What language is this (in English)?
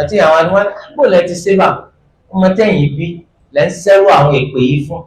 Yoruba